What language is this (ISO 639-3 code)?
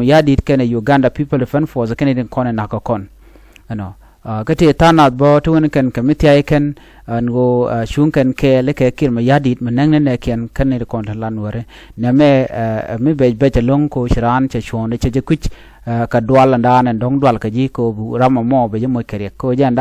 nus